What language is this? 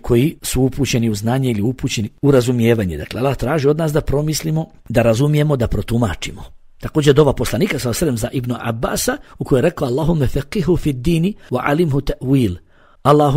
Bosnian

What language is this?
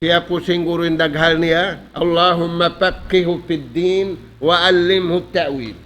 Tausug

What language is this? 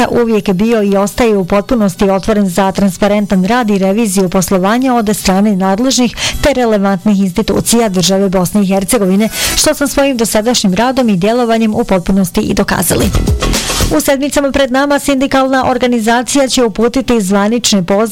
Bosnian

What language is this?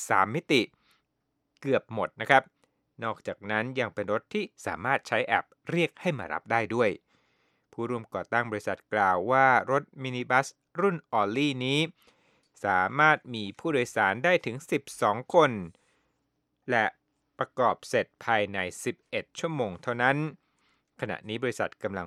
Thai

